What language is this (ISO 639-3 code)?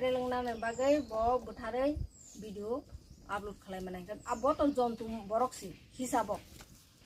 trp